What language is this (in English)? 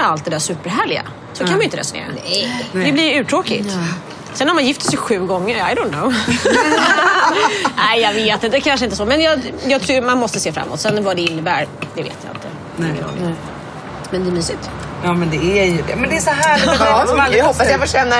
Swedish